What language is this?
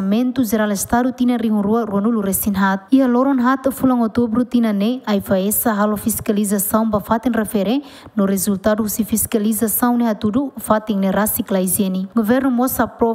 Tetum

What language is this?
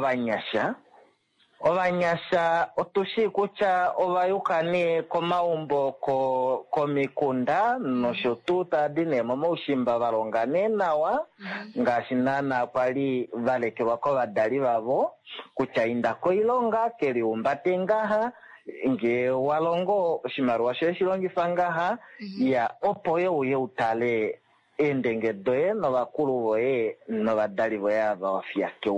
Kuanyama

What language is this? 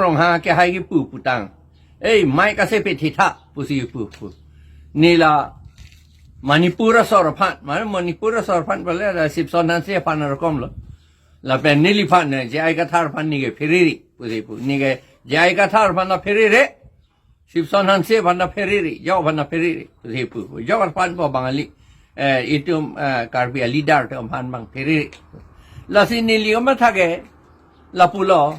Karbi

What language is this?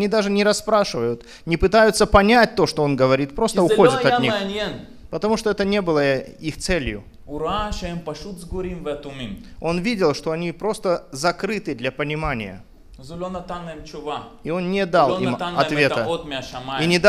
Russian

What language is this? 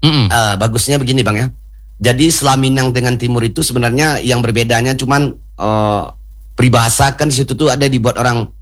Indonesian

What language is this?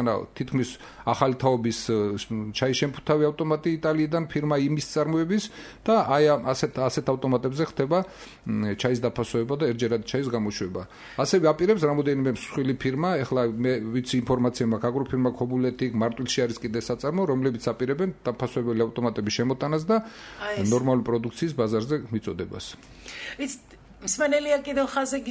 Georgian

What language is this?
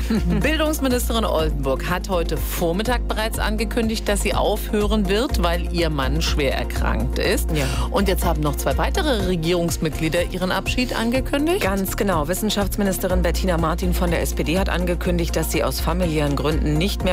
German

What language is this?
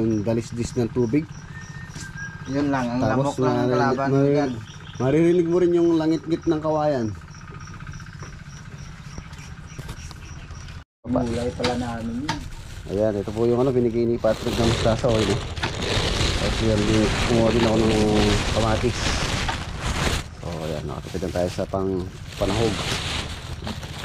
Filipino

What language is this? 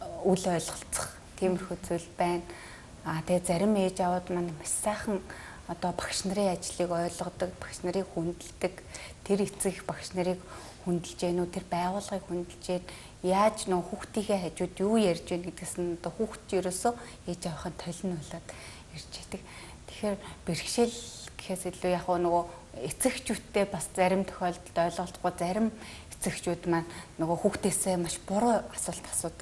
Mongolian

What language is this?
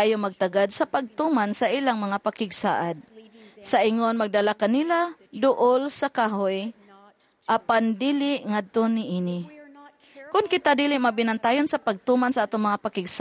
Cebuano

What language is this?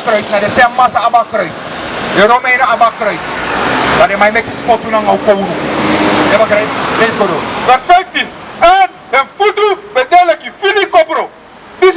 Sranan Tongo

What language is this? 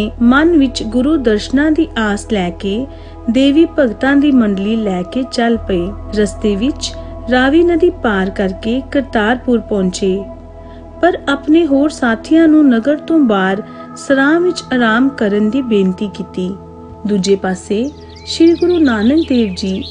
Punjabi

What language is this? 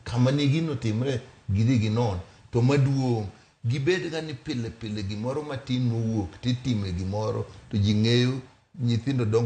Luo (Kenya and Tanzania)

